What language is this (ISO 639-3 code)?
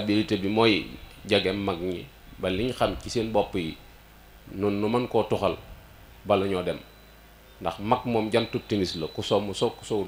wol